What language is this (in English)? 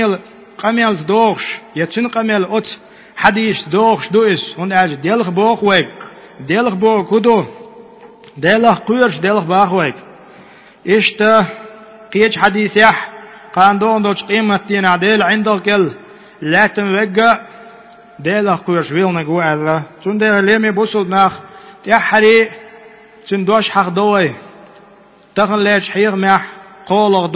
Chechen